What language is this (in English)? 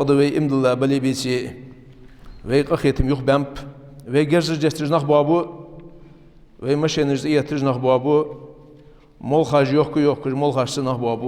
Ingush